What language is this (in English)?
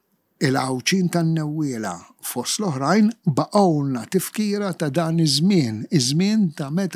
Maltese